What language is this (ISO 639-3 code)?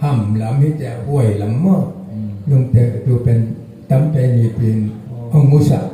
ctd